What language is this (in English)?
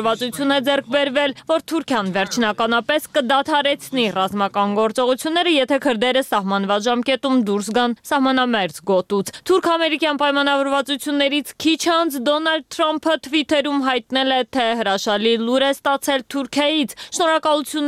Armenian